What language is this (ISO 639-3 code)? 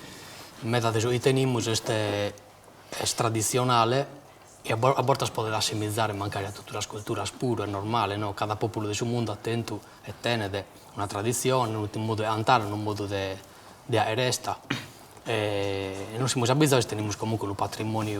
srd